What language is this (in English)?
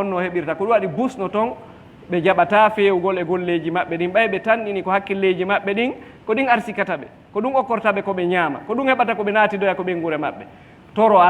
Fula